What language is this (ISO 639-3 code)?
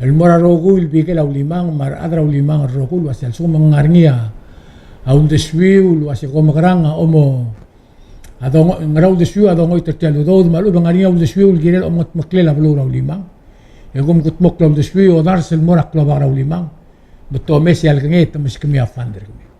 pau